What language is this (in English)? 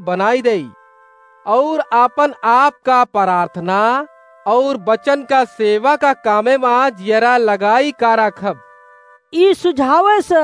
Awadhi